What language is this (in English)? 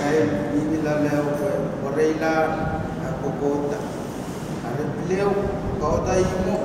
Pohnpeian